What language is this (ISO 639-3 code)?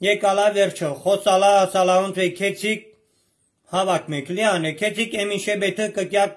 hye